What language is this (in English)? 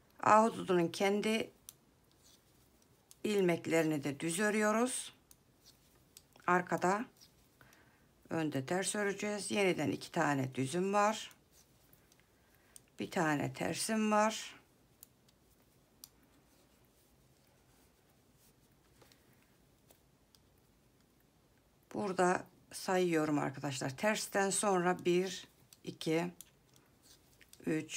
Turkish